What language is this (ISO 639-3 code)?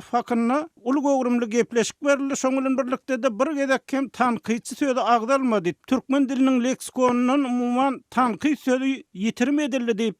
tuk